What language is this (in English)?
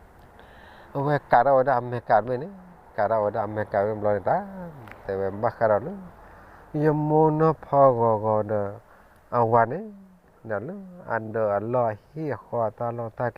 S'gaw Karen